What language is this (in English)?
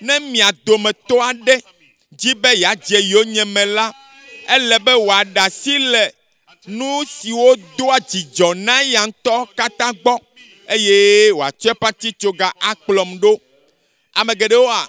Ewe